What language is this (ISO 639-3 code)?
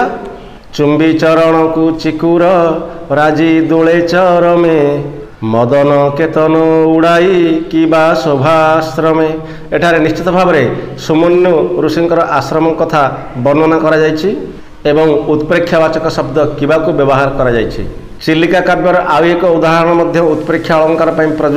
ori